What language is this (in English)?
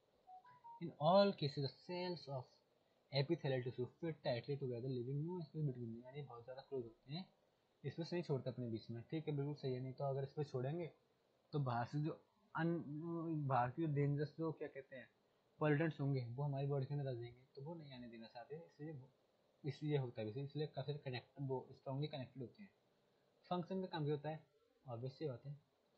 Hindi